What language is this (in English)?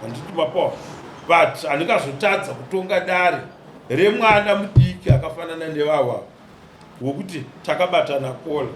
Shona